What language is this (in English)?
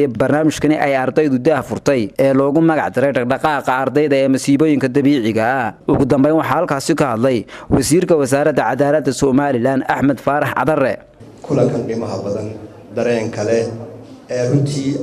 Somali